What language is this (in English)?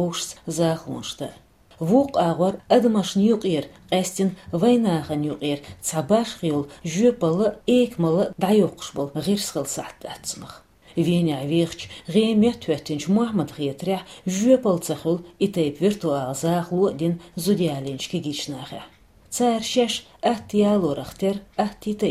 Chechen